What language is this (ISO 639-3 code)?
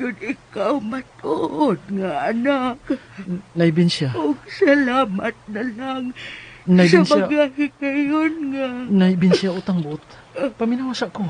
ceb